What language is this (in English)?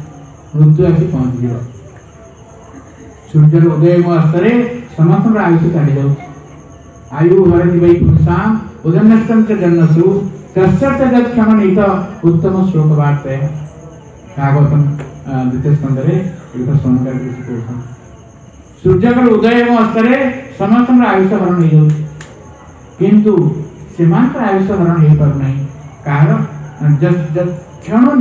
Odia